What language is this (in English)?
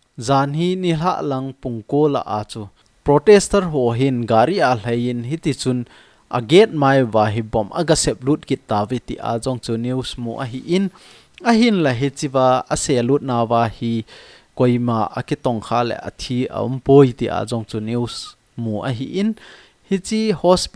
Thado Chin